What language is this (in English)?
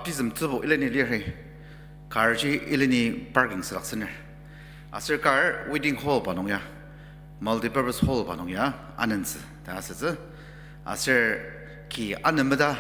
Ao Naga